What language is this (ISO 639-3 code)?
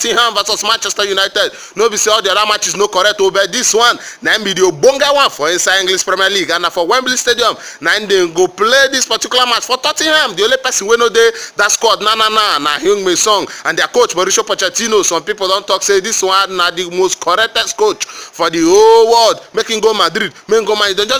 pcm